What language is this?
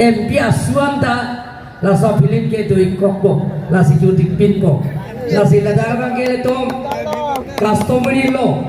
Karbi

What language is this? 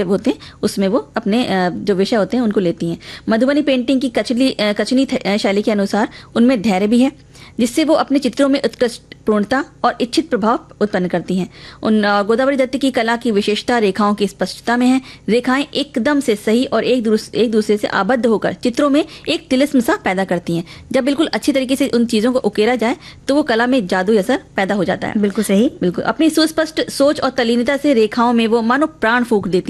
Hindi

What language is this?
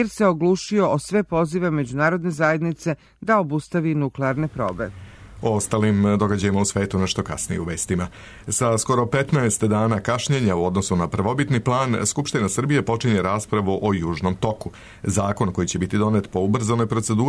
Serbian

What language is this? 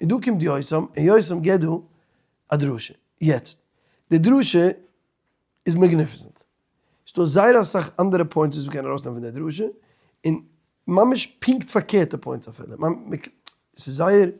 Yiddish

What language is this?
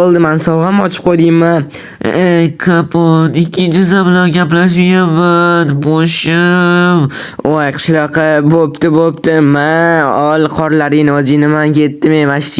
Uzbek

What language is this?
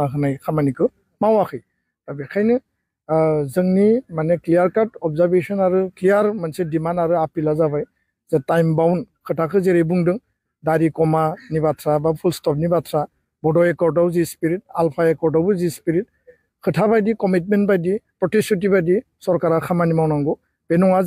Bodo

